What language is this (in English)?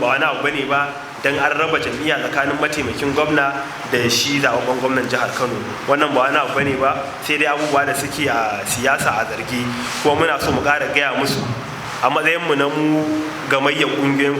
Hausa